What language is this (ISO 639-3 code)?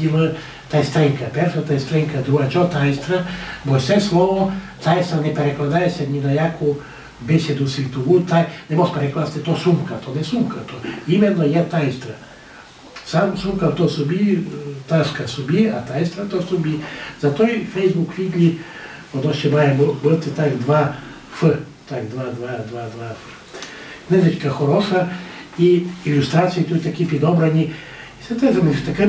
rue